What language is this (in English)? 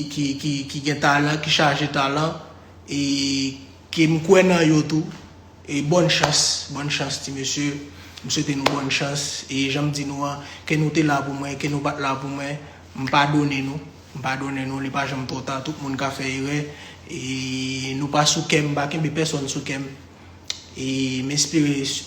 Haitian Creole